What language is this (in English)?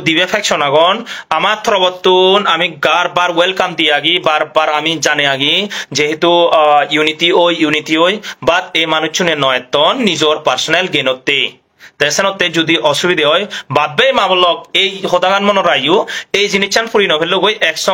Chakma